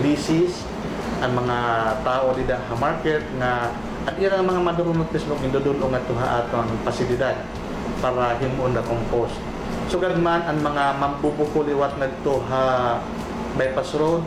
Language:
Waray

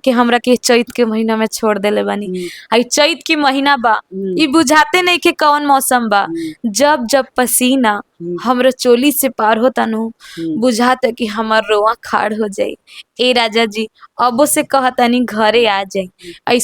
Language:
Bhojpuri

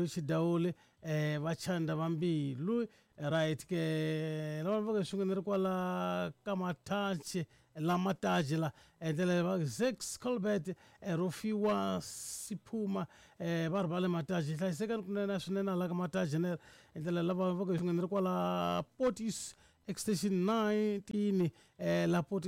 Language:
Tsonga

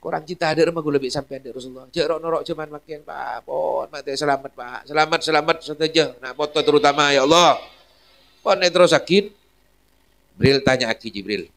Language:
Madurese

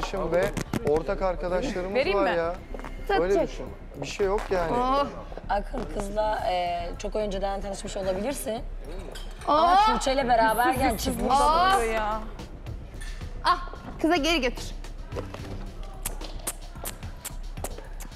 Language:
Turkish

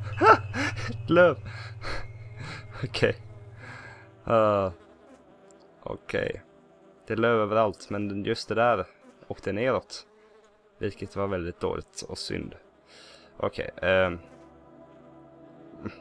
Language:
Swedish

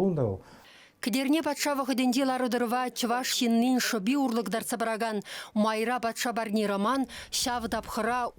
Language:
Chuvash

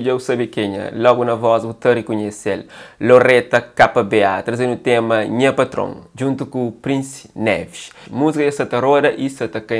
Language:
Kabuverdianu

